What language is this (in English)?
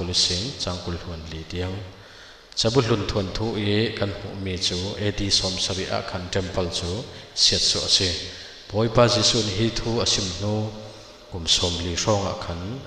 Falam Chin